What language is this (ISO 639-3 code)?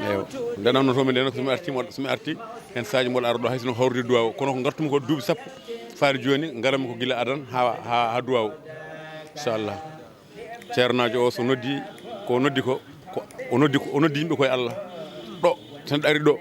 ful